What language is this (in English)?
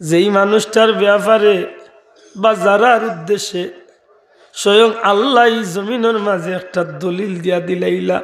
Sylheti